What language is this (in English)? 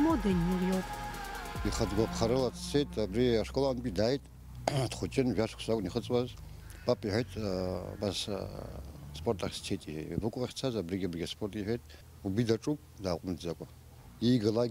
Abkhazian